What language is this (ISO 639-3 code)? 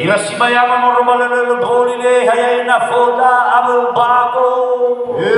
nia